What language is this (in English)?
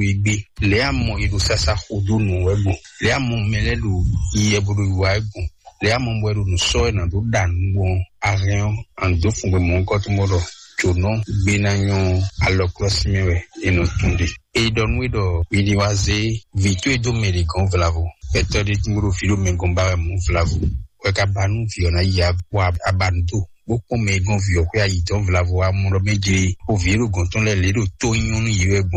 Fon